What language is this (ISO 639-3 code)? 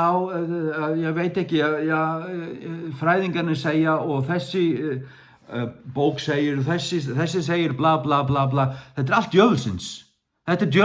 fao